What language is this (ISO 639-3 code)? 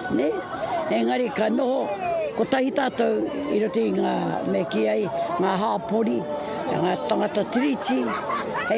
mri